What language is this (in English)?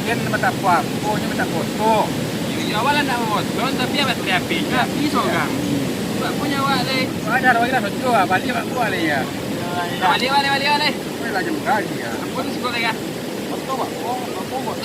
Minangkabau